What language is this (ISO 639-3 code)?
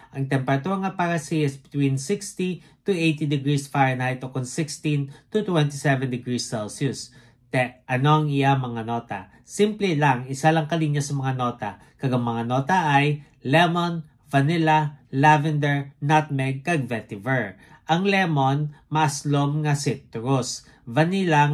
hil